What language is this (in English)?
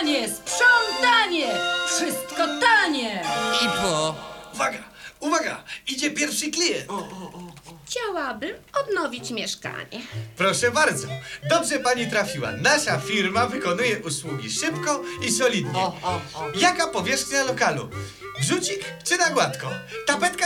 Polish